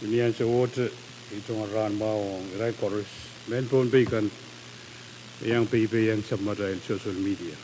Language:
Pohnpeian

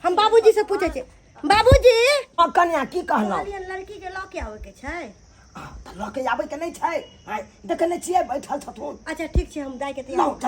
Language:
Maithili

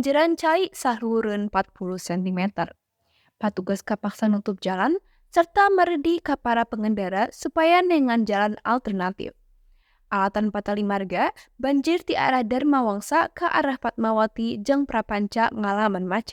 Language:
Sundanese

